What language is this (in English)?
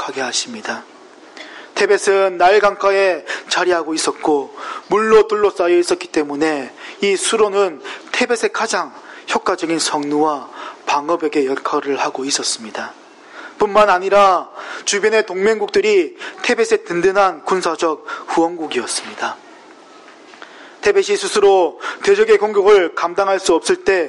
Korean